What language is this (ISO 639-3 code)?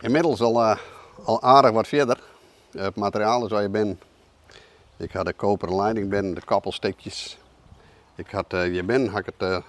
fry